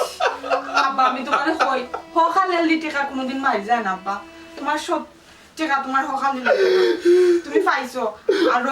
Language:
Sylheti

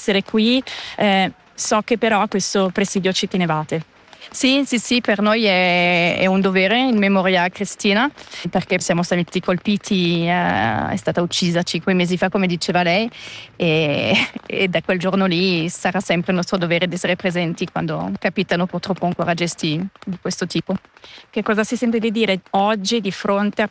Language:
Italian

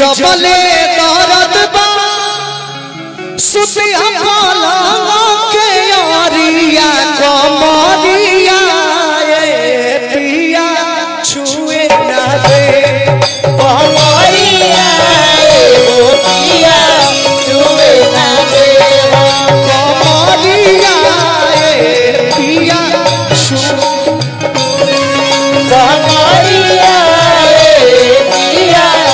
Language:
Bhojpuri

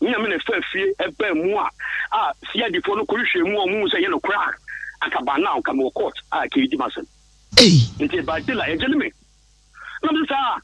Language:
Akan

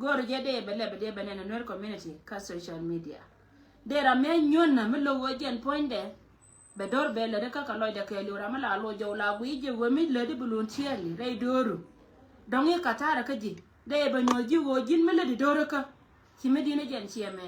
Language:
Nuer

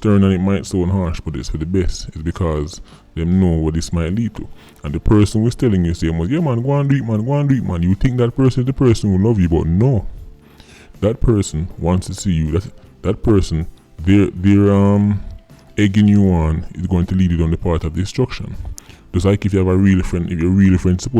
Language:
Jamaican Creole English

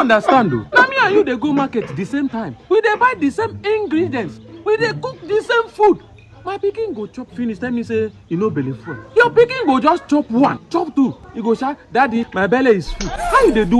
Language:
Nigerian Pidgin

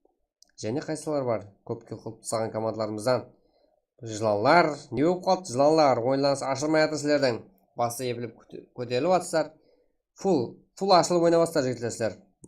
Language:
Kara-Kalpak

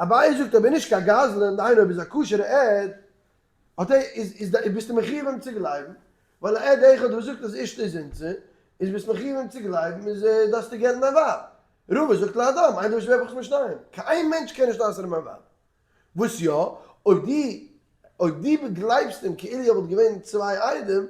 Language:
Yiddish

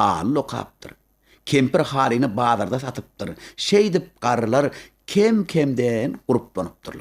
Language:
Turkmen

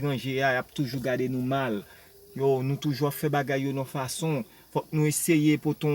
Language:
Haitian Creole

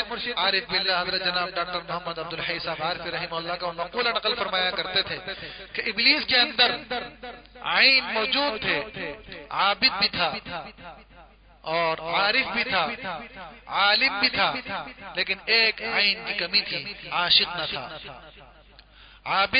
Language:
Urdu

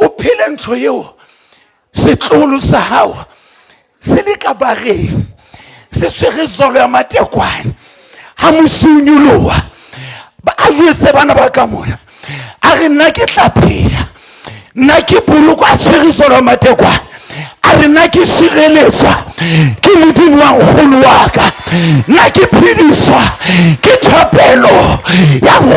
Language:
Southern Sotho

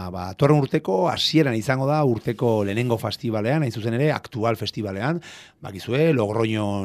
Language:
Basque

